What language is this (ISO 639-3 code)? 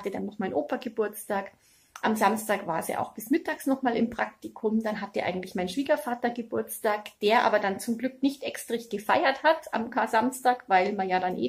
deu